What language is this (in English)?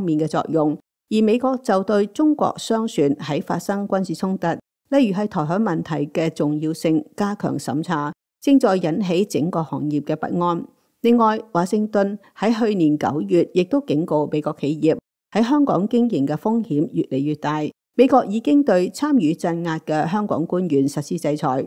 Cantonese